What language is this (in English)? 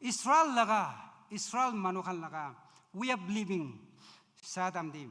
Naga Pidgin